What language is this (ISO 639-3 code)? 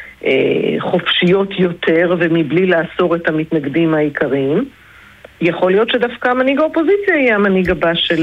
heb